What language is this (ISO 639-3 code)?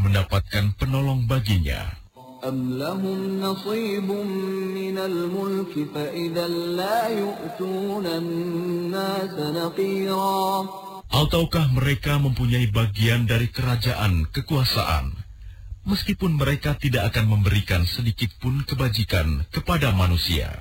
ind